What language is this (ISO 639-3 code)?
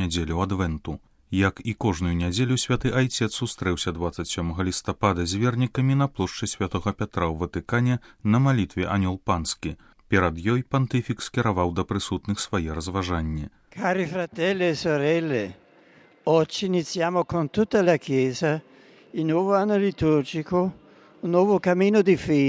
bel